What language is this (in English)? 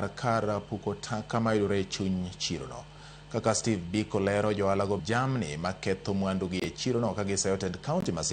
Luo (Kenya and Tanzania)